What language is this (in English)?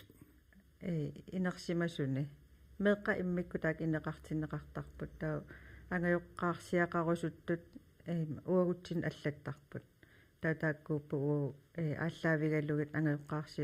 Kalaallisut